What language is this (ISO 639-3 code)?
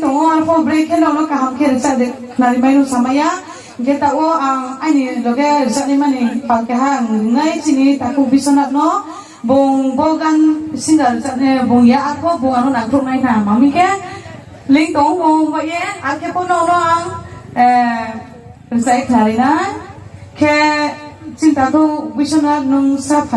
ria